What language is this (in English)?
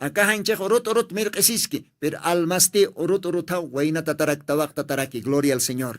Aymara